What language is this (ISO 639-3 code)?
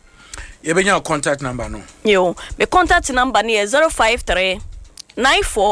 aka